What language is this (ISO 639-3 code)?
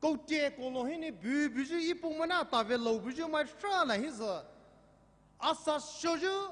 pmx